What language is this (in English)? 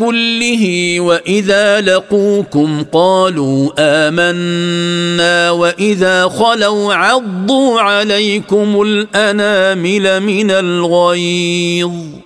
Arabic